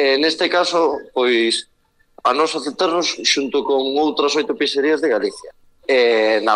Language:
Galician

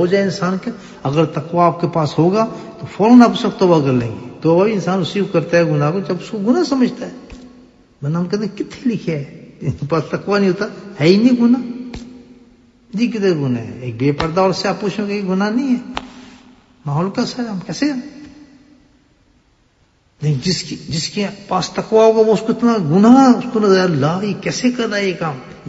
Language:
Urdu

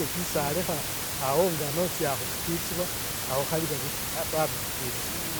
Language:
Masaaba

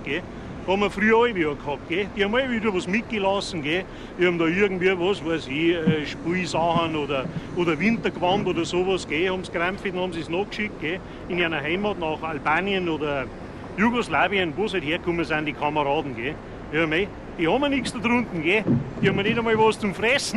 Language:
Bavarian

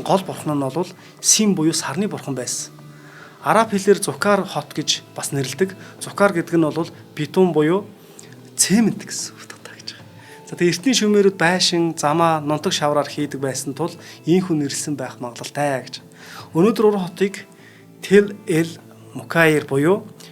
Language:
Mongolian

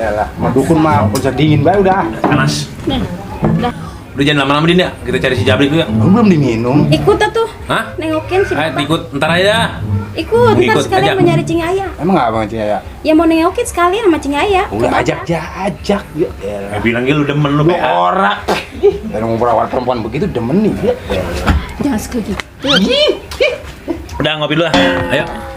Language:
Betawi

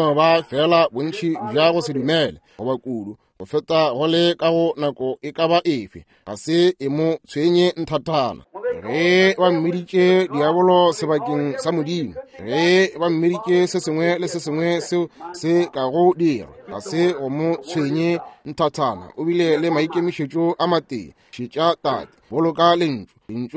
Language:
Northern Sotho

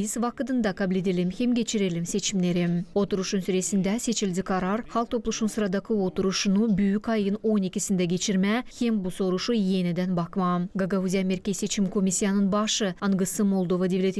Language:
Gagauz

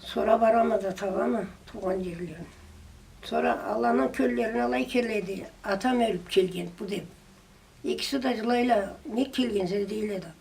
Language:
Karachay-Balkar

